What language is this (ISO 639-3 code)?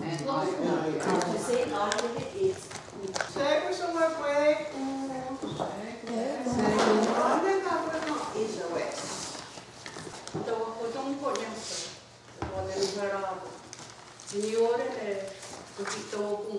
moh